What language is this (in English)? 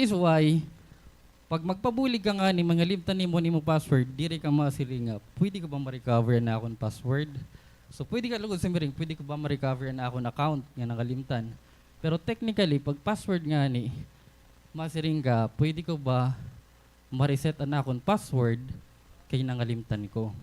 Waray